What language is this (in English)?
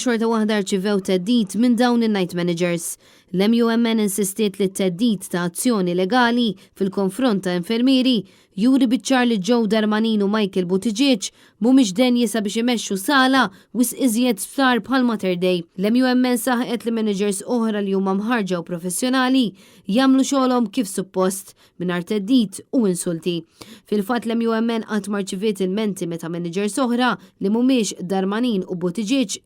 Maltese